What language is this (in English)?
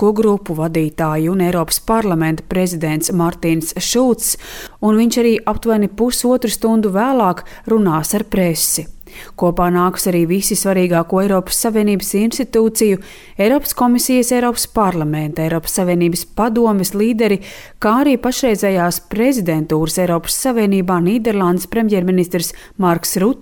Latvian